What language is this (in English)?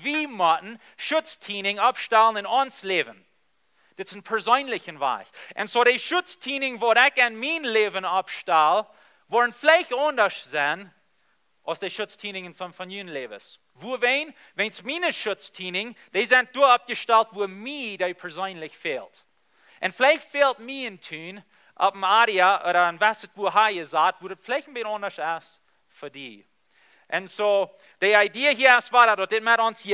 Plautdietsch